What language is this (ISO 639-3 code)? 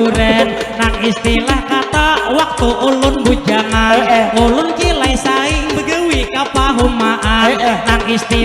bjn